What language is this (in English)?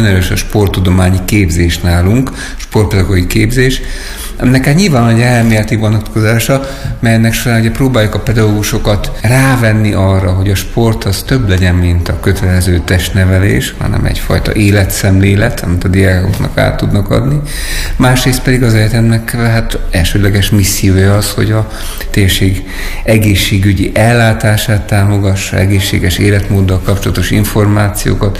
Hungarian